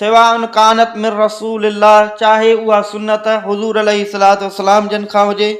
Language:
Sindhi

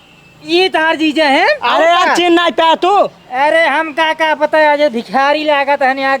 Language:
Awadhi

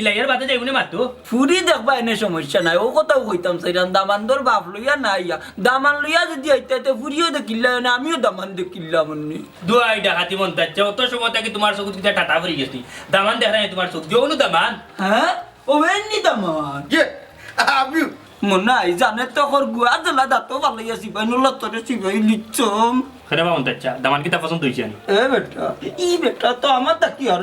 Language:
Sylheti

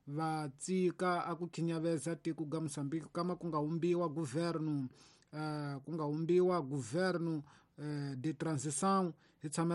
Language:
Tsonga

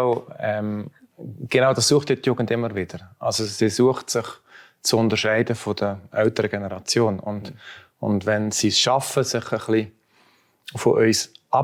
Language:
Swiss German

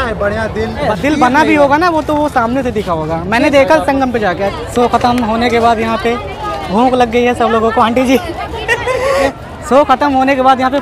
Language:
Hindi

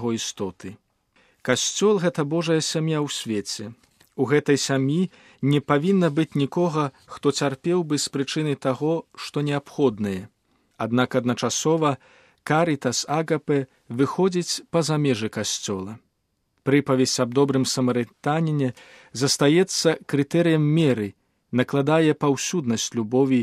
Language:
Belarusian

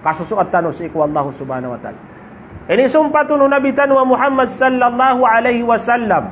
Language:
Maranao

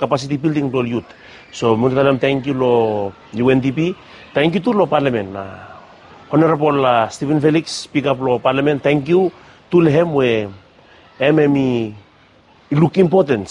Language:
Bislama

